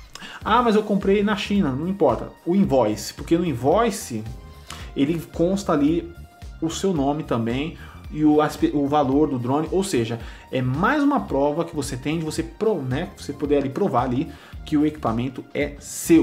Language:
Portuguese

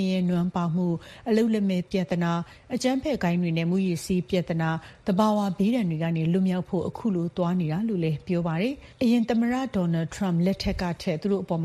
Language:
Burmese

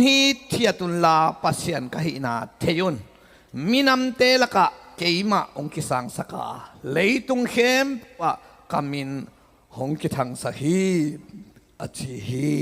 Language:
Tedim Chin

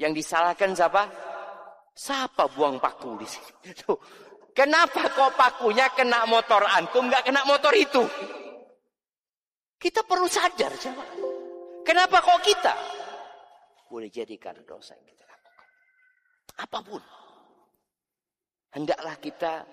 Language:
Indonesian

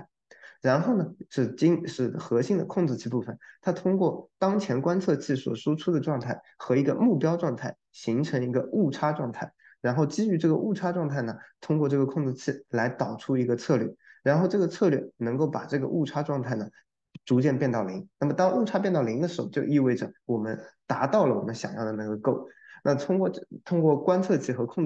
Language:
Chinese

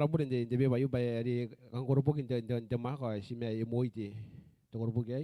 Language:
Gilbertese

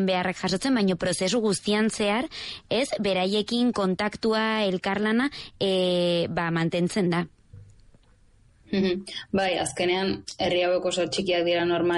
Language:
Basque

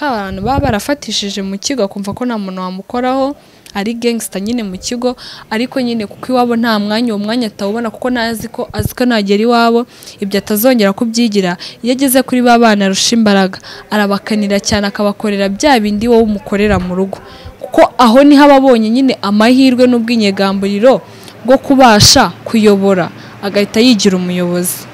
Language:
Kinyarwanda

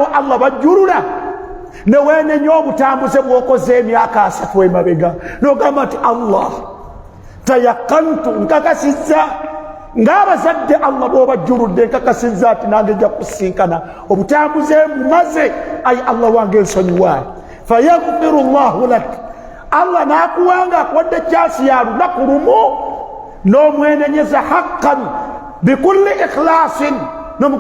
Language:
Ganda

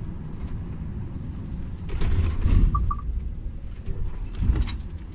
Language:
Bulgarian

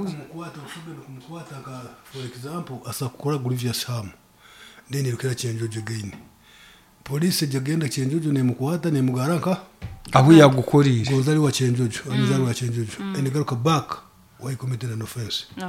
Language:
Nyankole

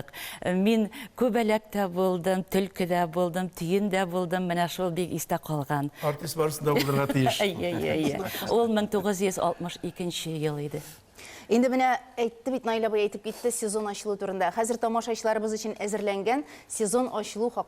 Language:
Tatar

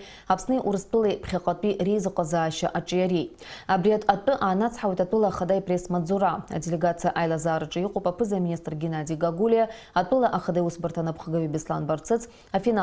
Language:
Abkhazian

